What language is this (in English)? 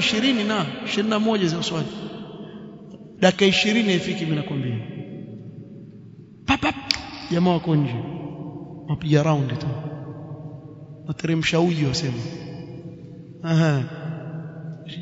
Swahili